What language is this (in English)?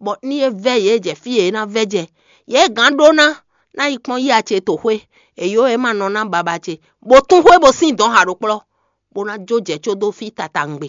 Fon